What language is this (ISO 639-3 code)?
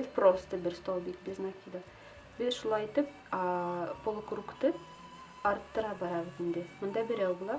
bak